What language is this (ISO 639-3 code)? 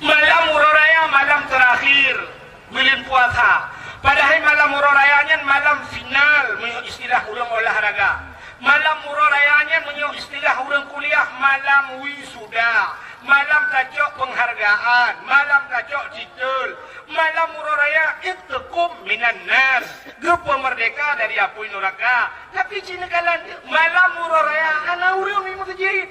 ace